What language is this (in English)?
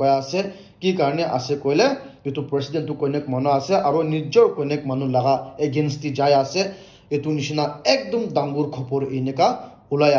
Naga Pidgin